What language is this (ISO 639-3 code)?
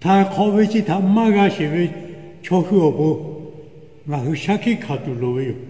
lhu